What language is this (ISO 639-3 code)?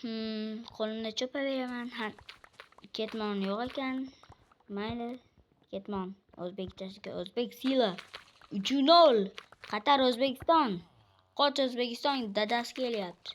uzb